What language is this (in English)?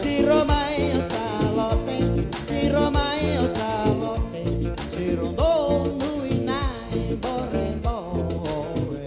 Fijian